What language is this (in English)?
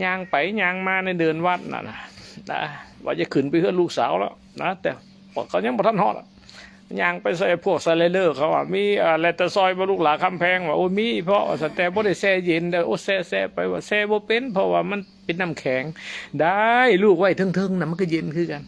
Northeastern Thai